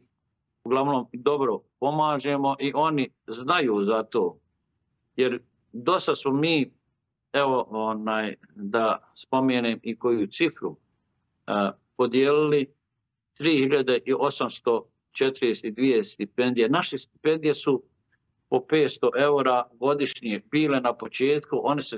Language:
Bosnian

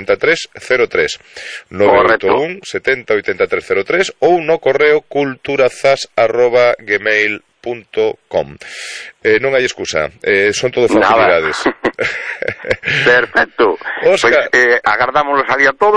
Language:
Galician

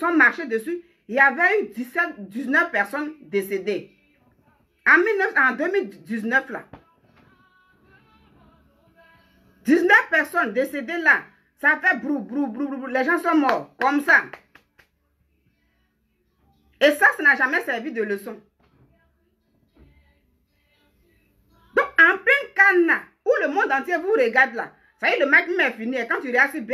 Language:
French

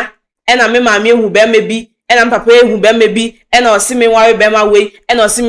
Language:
Akan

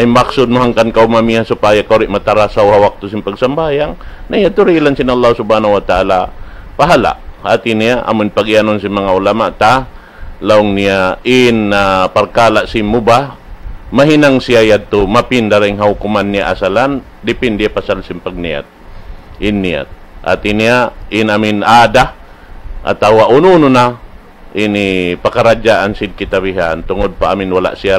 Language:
Tausug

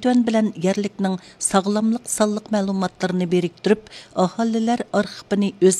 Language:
Uyghur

